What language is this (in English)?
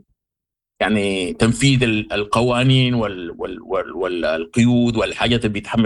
Sudanese Arabic